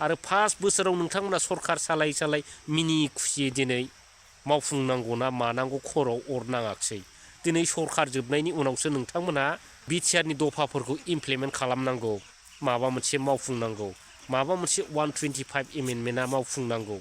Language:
Bodo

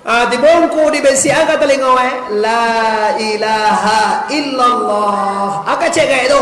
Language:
Minangkabau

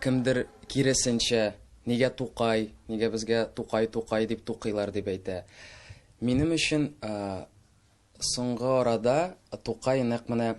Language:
Tatar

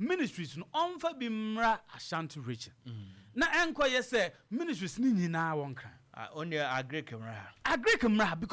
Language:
Akan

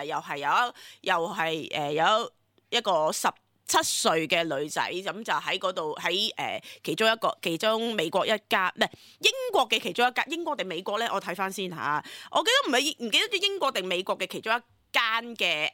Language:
Cantonese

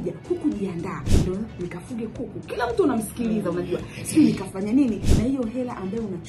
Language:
Swahili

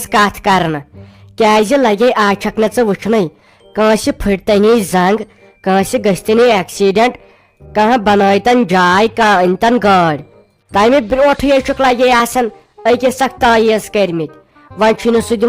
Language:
Kashmiri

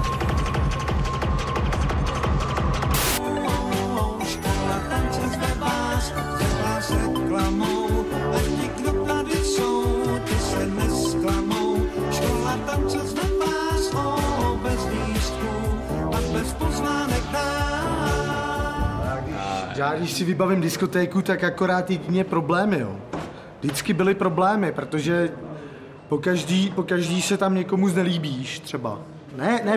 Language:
Czech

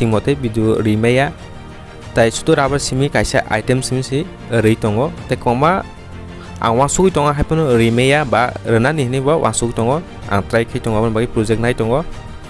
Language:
Kok Borok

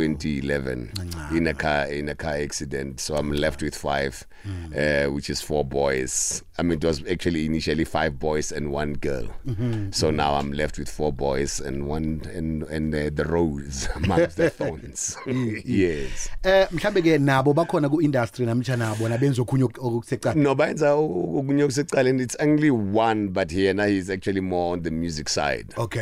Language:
South Ndebele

